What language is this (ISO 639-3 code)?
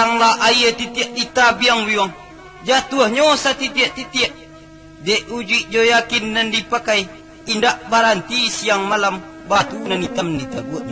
min